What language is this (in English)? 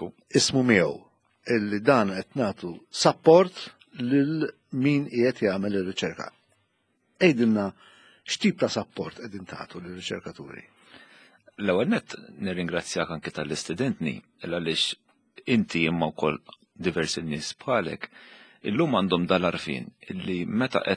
Maltese